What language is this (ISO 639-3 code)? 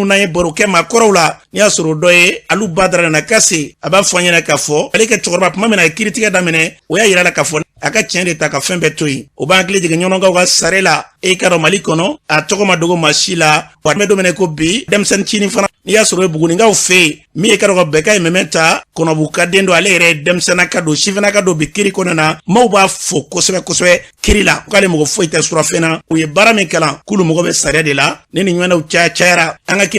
bam